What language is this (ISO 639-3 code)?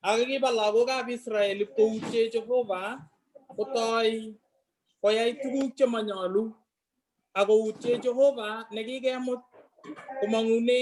kln